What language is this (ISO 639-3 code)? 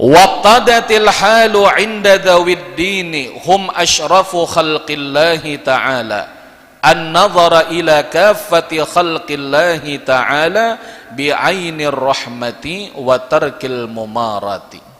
bjn